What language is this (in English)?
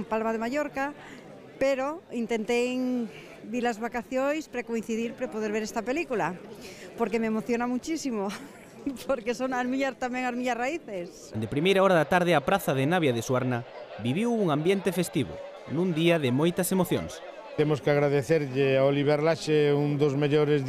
Galician